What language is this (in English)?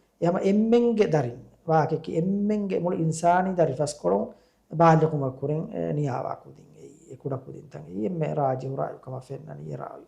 Divehi